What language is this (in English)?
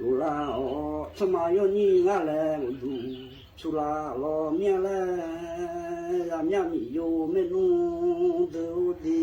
Akha